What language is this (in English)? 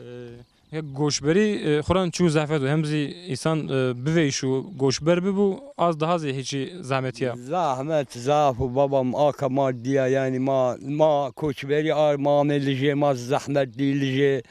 Zaza